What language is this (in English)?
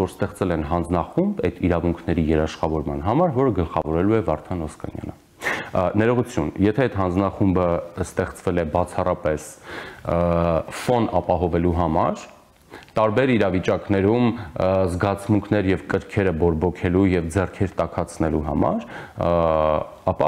Armenian